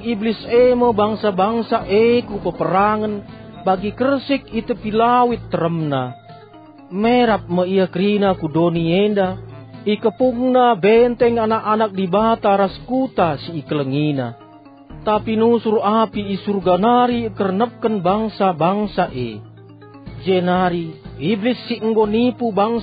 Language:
Batak Karo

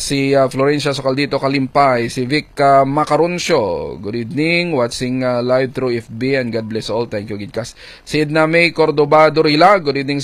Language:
Filipino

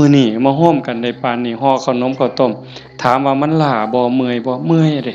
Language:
Northeastern Thai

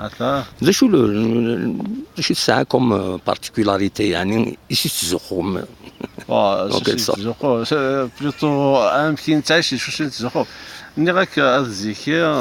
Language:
Kabyle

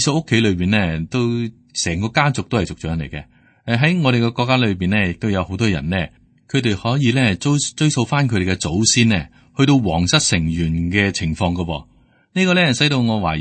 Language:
Cantonese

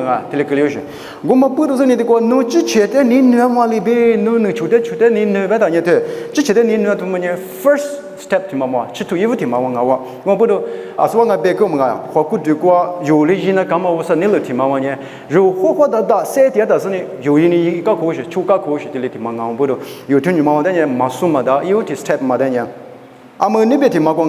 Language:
Lisu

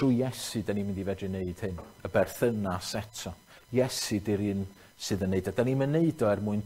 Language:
Welsh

